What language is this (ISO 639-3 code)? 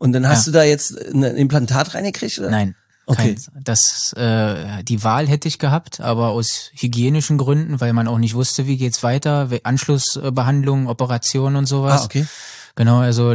deu